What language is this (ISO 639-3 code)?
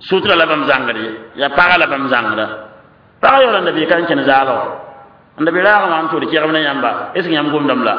mos